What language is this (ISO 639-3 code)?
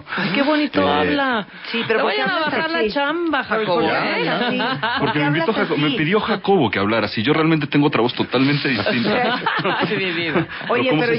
spa